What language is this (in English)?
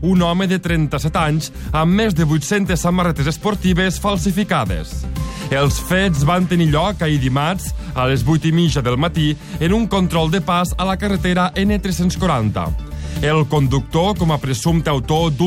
Catalan